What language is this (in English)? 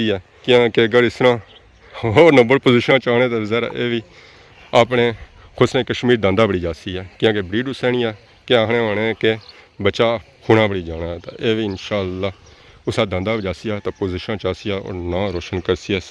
Pahari-Potwari